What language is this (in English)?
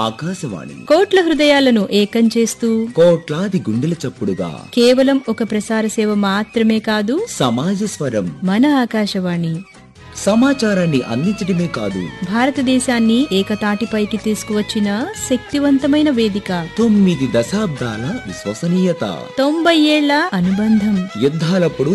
Telugu